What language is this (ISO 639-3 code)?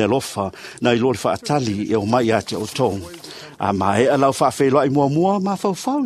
smo